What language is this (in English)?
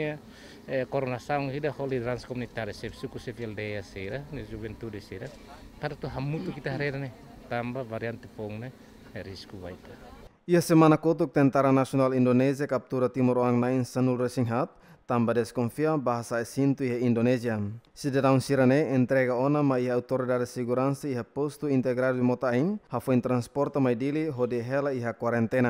Tetum